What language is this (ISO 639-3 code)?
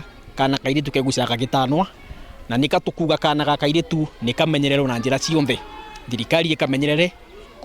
mer